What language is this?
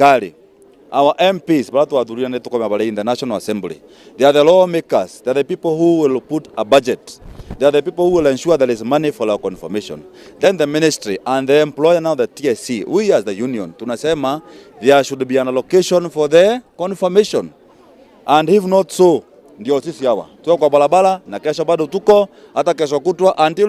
Meru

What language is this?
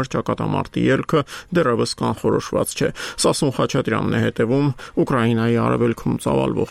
Armenian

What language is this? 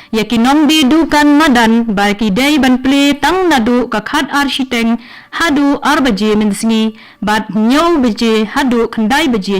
Khasi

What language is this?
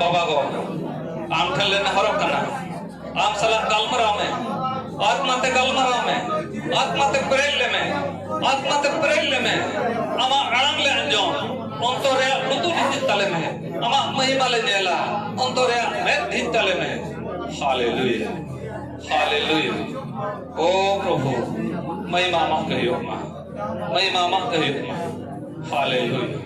Santali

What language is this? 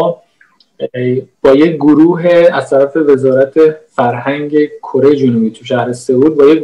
Persian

